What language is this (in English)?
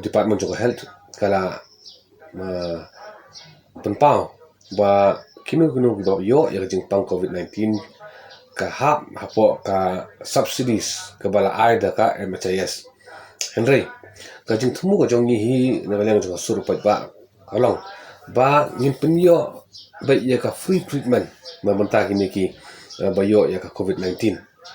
Khasi